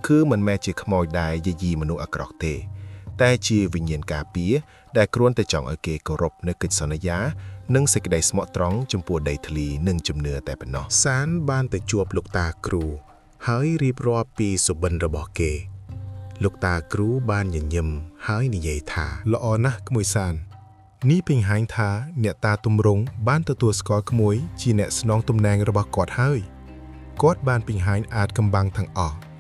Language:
Khmer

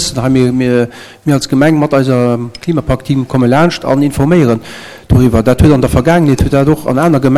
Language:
Luxembourgish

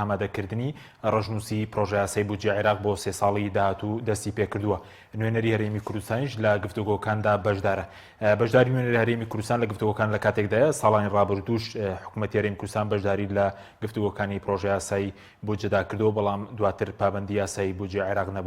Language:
Central Kurdish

